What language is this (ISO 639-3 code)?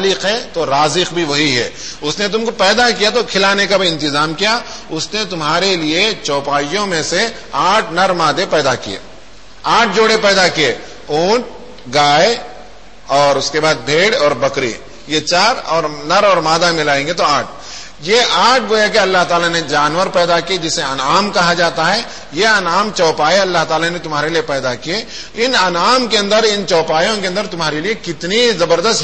urd